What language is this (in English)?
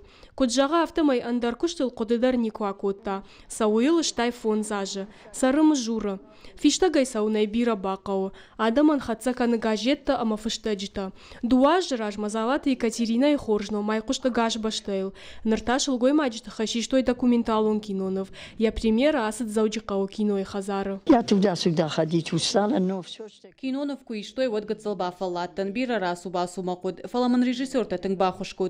Ossetic